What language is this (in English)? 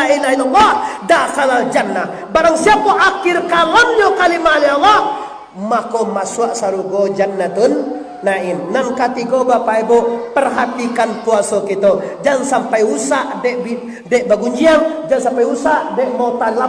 Minangkabau